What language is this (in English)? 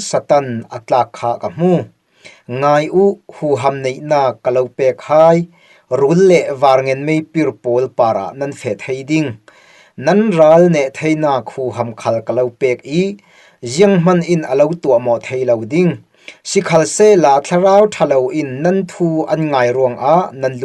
Falam Chin